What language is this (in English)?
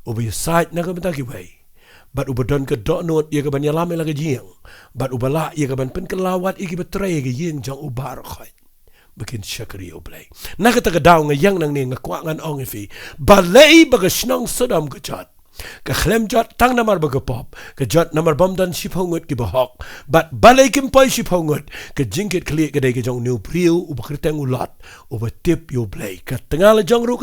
Khasi